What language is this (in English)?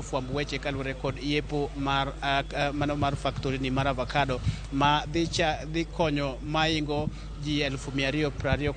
Luo (Kenya and Tanzania)